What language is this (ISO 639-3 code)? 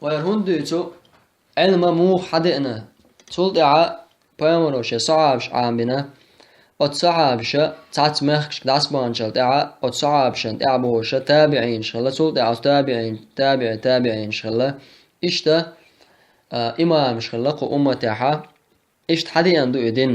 che